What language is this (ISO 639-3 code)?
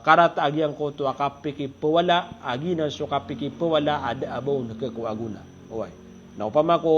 mrw